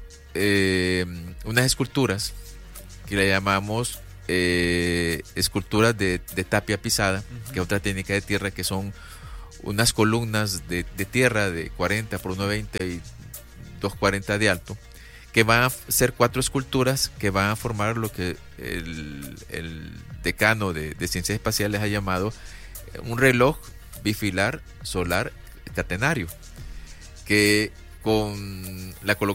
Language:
Spanish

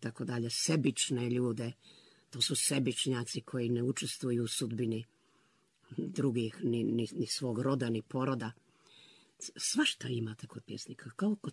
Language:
Bosnian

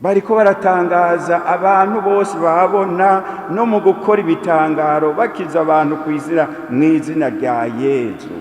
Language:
Rundi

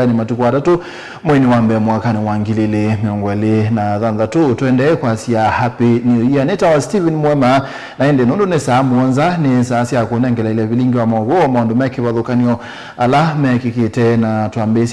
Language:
Kamba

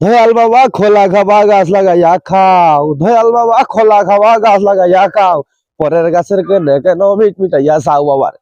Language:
Sylheti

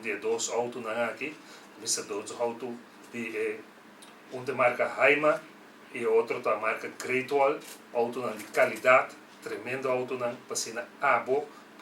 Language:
Papiamento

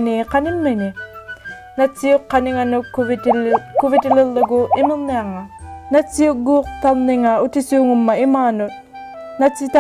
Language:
Inuktitut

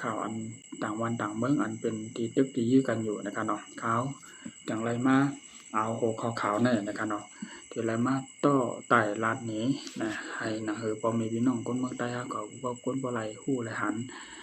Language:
Shan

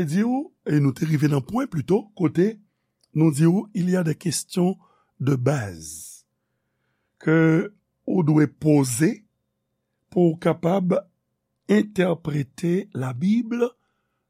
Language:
Haitian Creole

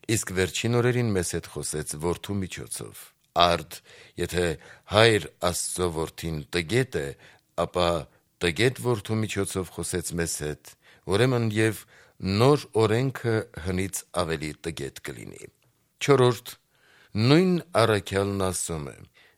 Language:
Armenian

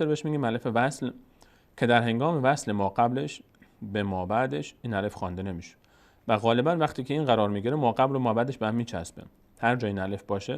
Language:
Persian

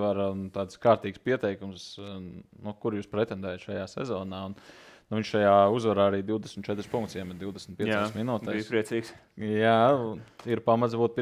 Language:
Latvian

